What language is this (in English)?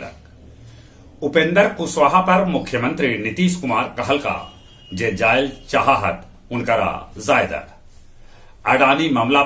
Magahi